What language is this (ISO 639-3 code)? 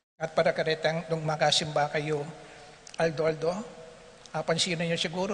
pam